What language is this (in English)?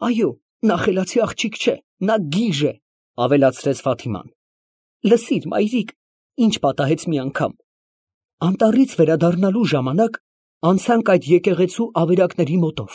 Armenian